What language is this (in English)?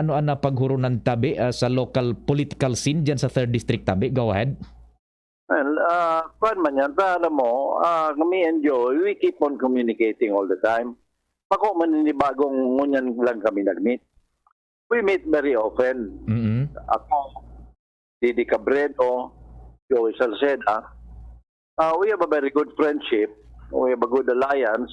Bikol